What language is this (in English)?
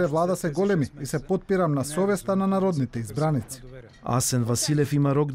Macedonian